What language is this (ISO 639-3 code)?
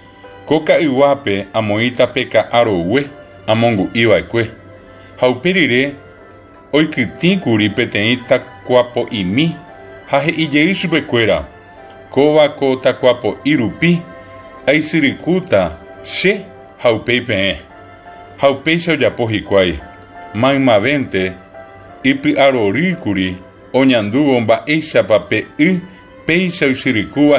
grn